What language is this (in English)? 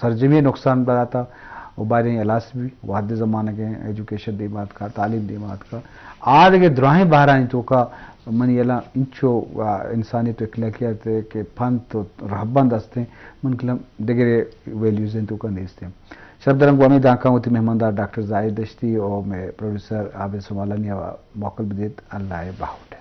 Eastern Balochi